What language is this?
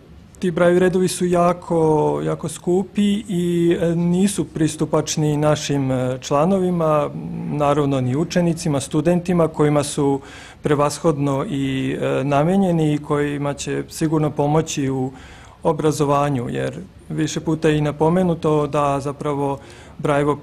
Serbian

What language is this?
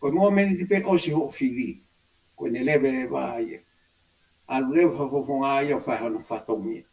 Tongan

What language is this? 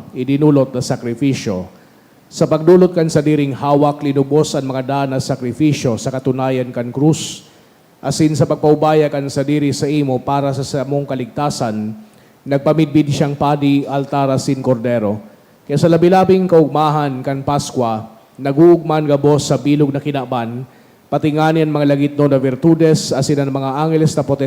Bikol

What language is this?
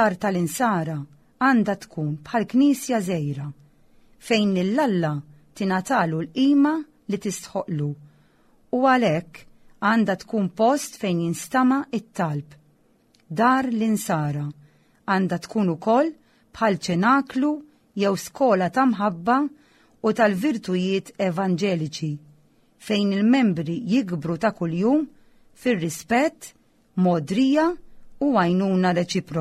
Maltese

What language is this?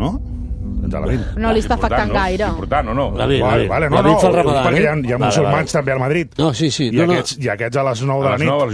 Catalan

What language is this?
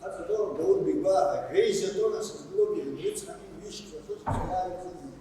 Abkhazian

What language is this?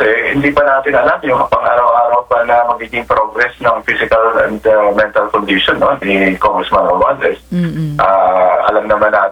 Filipino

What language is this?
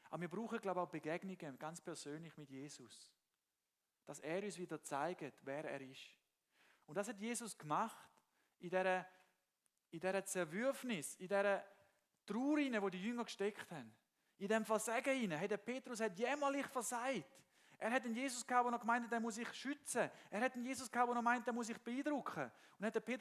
Swiss German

